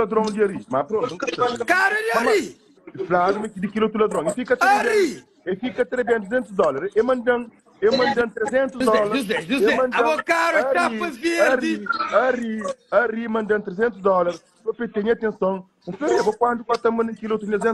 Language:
Kabuverdianu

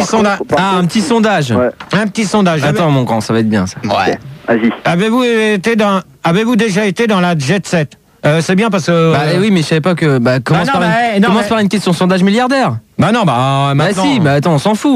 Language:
French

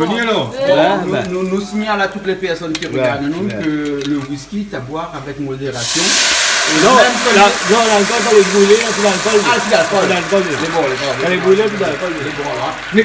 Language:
Réunion Creole French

